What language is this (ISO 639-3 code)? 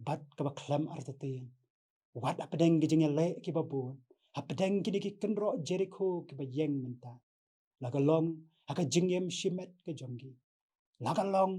kha